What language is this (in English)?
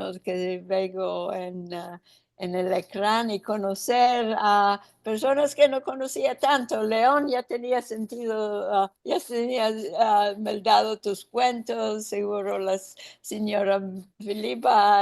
Ladino